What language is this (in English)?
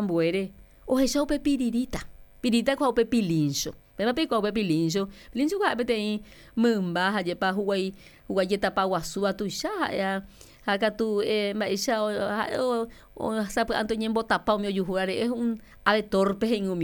Guarani